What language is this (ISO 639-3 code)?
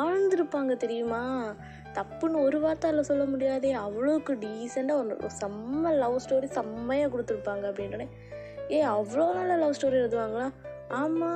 tam